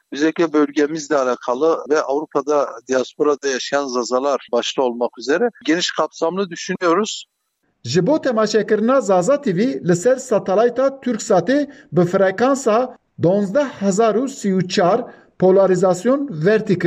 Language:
Kurdish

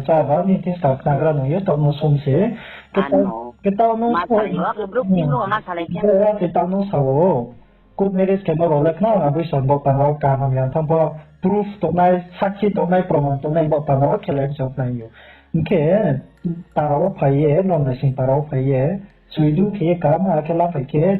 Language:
Riang (India)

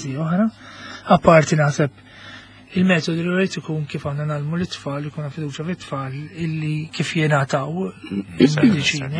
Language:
Maltese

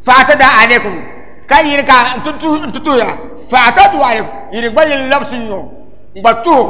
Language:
Dagbani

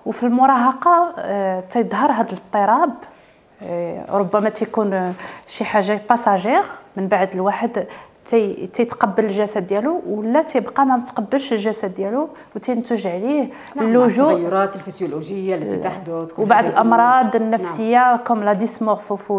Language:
Moroccan Arabic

